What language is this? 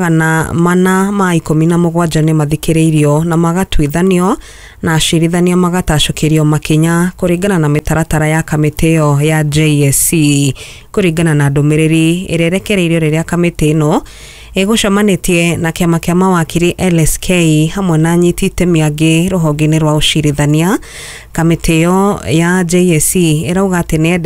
Kikuyu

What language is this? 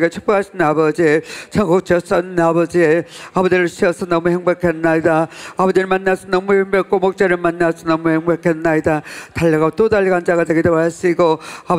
Korean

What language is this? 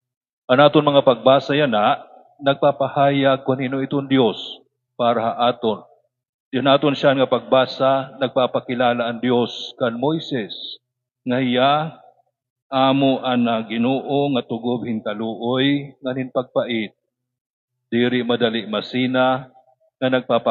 Waray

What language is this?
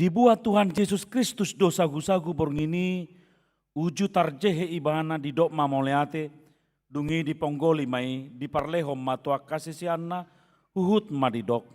Batak Toba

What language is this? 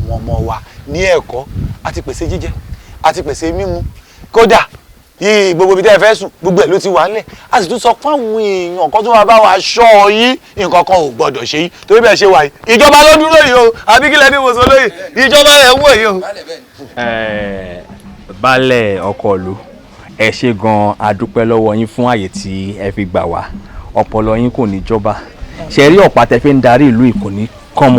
Yoruba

